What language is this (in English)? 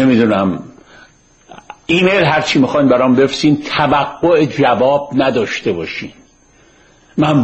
Persian